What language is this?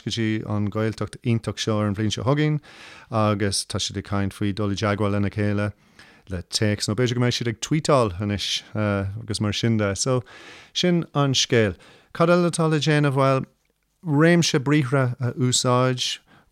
Irish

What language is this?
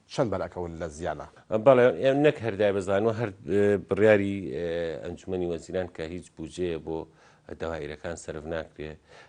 Central Kurdish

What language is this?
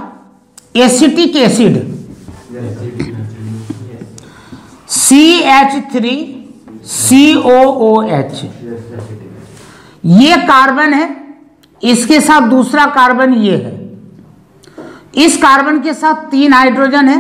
Hindi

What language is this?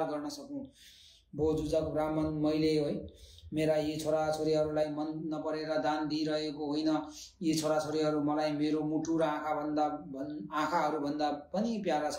Nepali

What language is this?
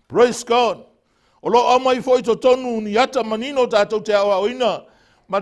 Samoan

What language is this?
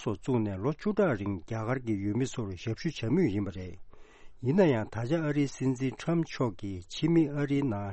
Tibetan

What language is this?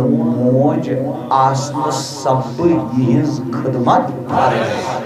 Kashmiri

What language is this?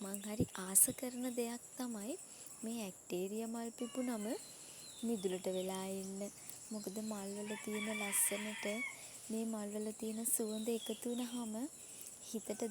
Sinhala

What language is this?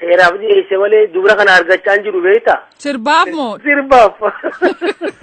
Oromo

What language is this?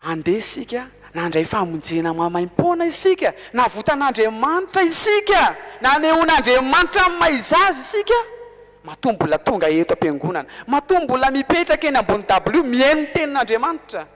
Malagasy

